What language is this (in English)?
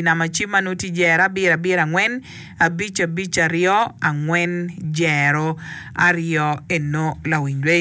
Acoli